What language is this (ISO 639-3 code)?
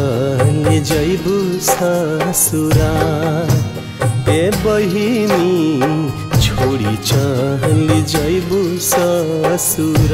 bho